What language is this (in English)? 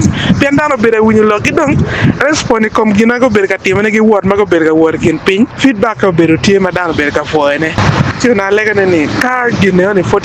Acoli